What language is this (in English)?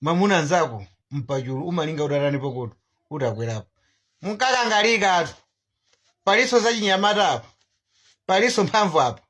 Nyanja